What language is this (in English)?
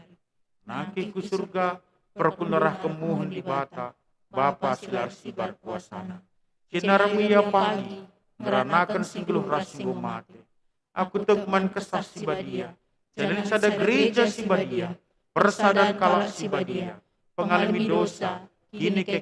Batak Karo